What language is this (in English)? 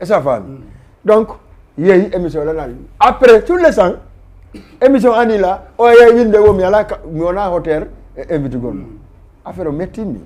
Fula